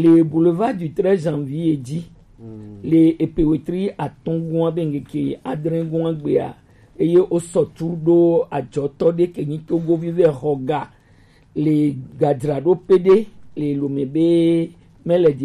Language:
Gen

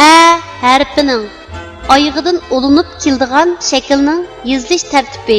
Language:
Uyghur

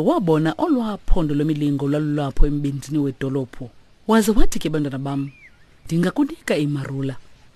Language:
Xhosa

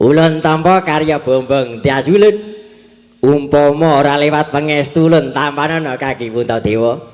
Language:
Javanese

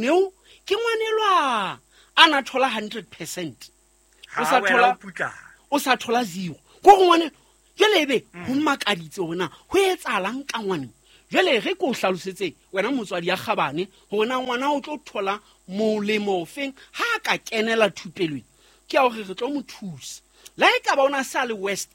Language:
Southern Sotho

